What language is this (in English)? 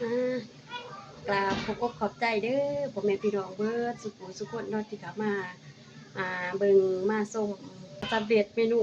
Lao